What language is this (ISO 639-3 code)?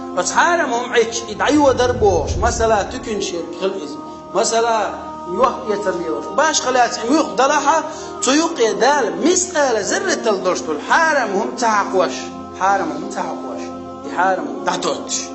che